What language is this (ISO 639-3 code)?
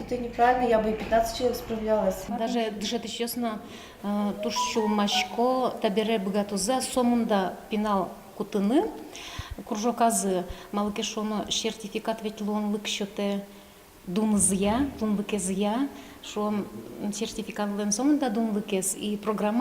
udm